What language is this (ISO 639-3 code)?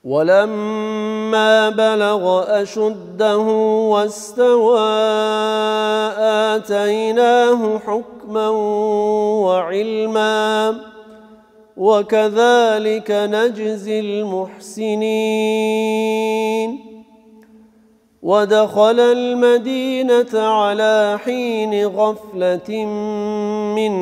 ara